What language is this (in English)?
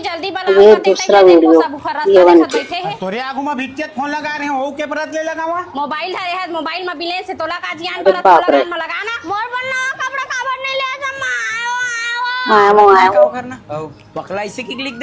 Chhattisgarhi